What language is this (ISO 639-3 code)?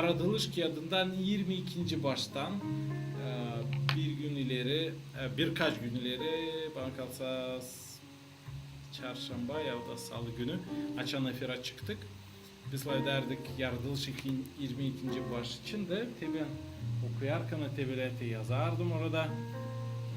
gag